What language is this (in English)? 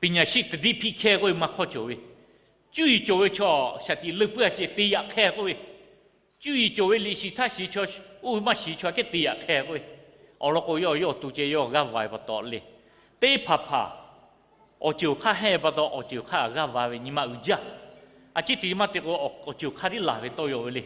Lahu